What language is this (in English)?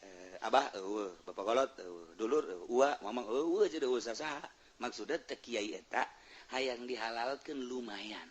Sundanese